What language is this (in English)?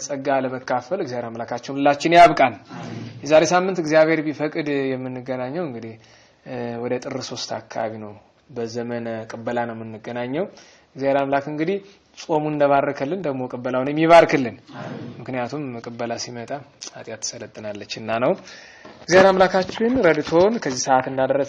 Amharic